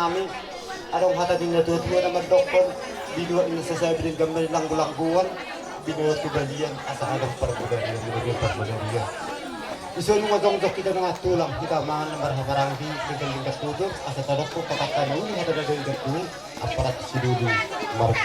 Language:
Batak Toba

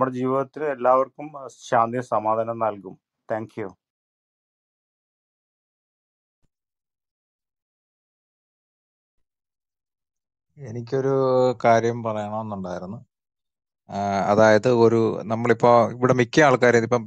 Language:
Malayalam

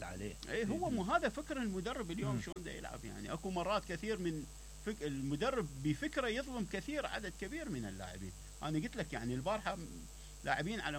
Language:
Mesopotamian Arabic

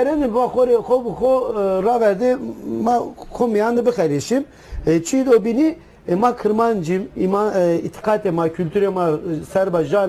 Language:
Zaza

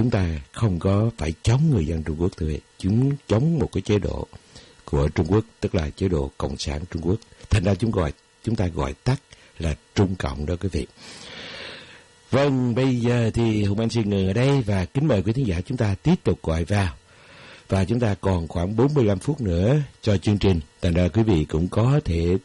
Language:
Vietnamese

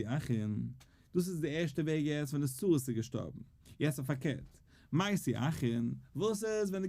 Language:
Yiddish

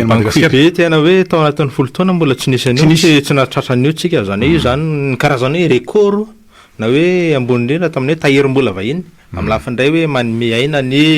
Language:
Malagasy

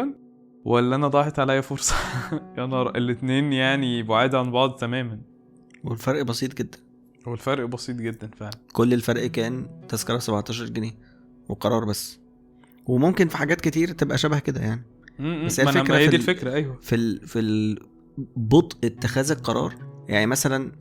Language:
Egyptian Arabic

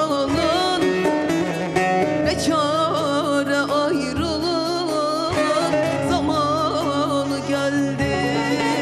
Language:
Turkish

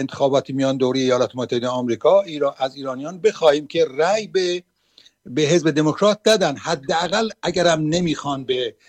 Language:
Persian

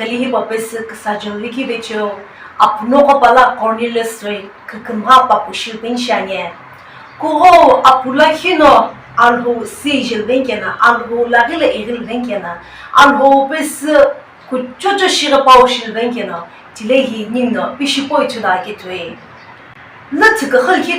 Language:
Sumi Naga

